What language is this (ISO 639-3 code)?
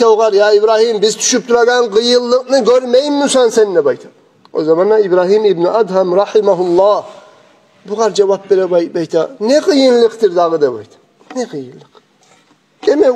kum